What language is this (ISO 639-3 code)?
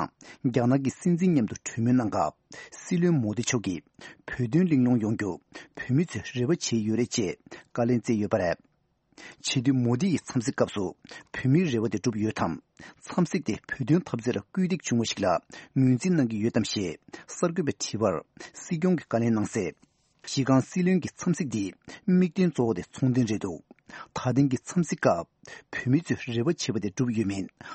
bod